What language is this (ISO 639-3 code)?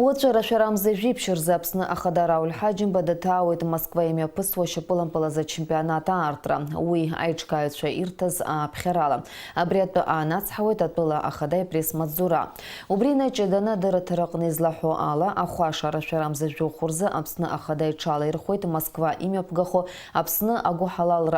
abk